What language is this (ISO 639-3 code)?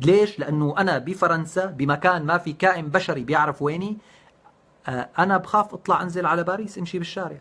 apc